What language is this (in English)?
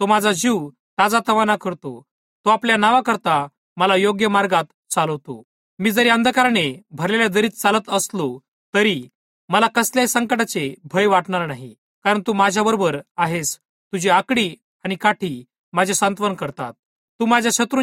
Marathi